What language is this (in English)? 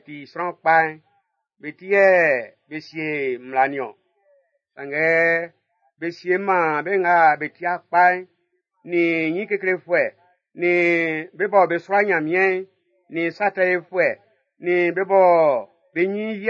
Baoulé